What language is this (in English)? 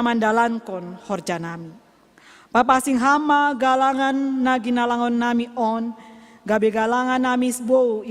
Batak Simalungun